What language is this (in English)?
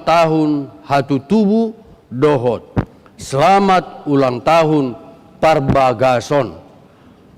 Batak Toba